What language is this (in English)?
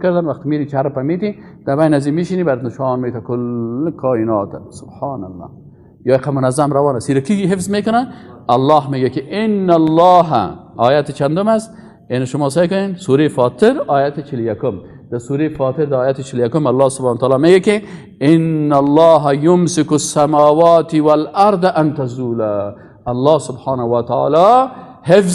Persian